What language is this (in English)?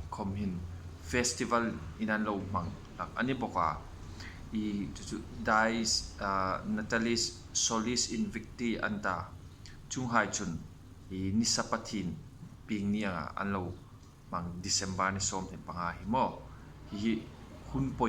Hmar